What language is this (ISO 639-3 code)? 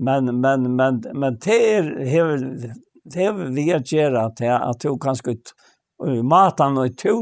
fao